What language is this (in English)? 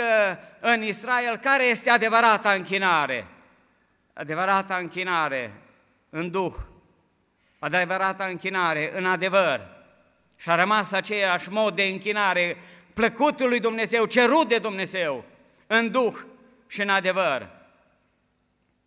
Romanian